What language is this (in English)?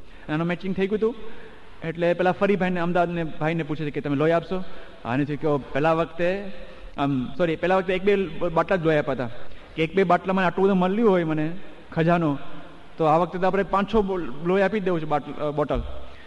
Gujarati